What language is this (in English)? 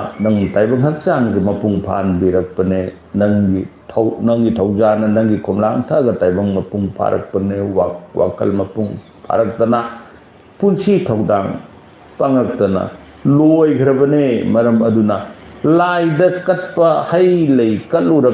Manipuri